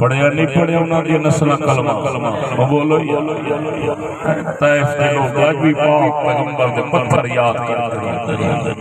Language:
Saraiki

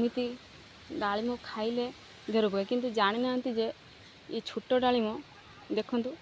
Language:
Odia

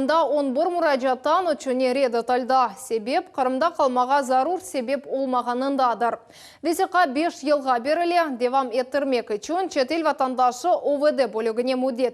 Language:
Crimean Tatar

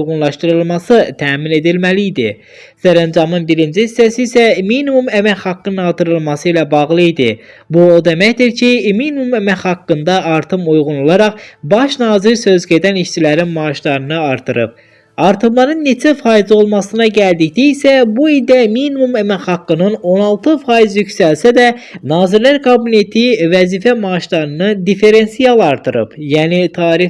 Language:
Azerbaijani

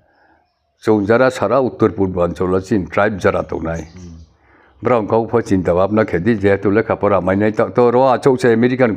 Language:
Riang (India)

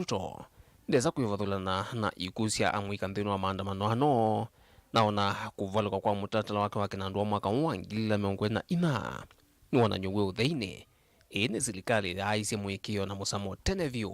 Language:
Kamba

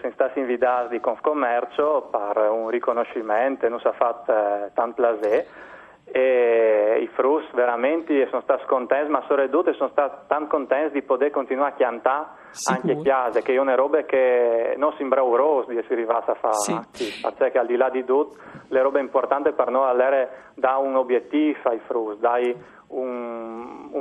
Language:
Friulian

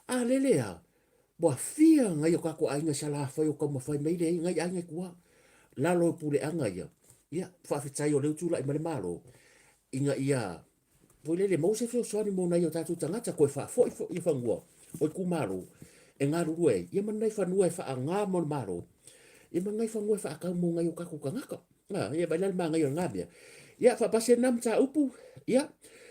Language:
Samoan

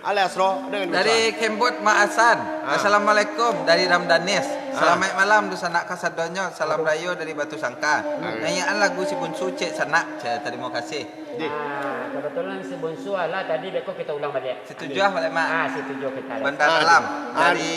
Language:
Minangkabau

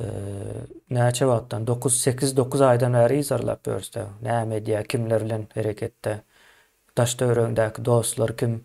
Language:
Turkmen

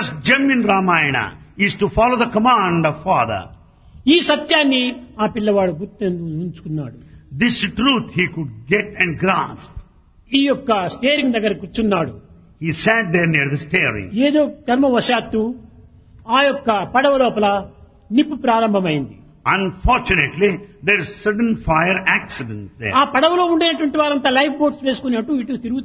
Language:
Telugu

